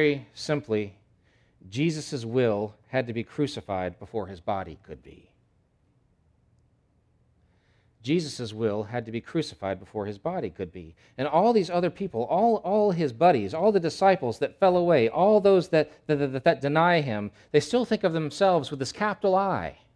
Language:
English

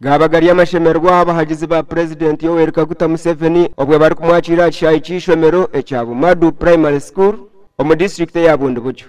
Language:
Nyankole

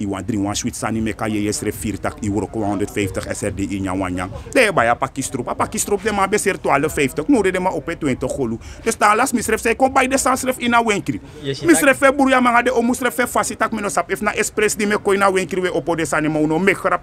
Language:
Sranan Tongo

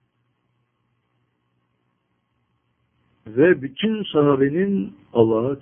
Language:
Turkish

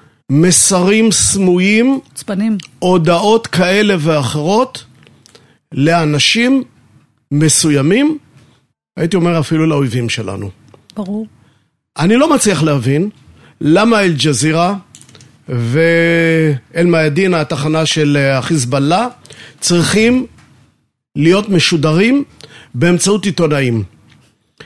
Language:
Hebrew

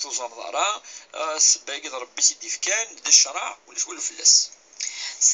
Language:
Kabyle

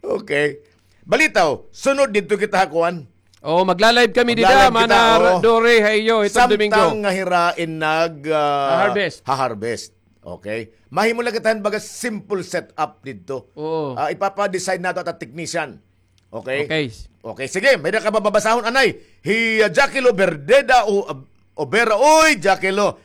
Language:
Waray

